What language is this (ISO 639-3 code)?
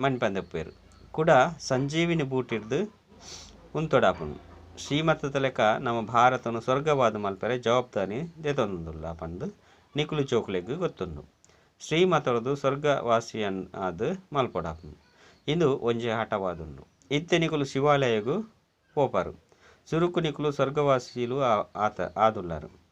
tcy